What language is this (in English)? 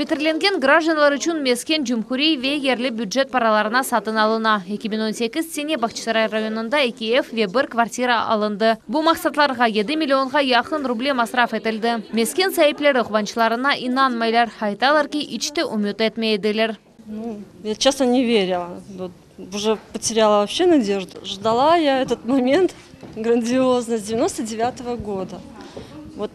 Crimean Tatar